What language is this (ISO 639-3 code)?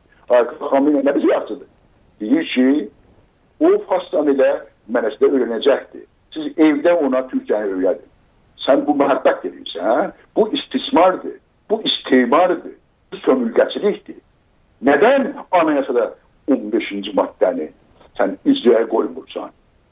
azb